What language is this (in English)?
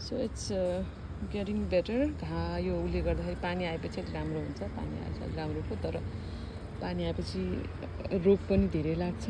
Nepali